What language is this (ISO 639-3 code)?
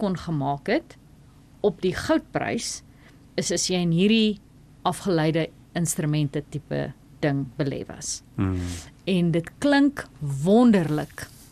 afr